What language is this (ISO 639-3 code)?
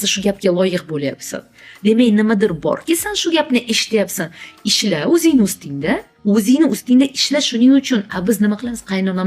uzb